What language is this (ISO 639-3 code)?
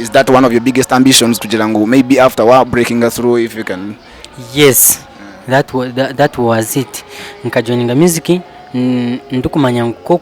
nyn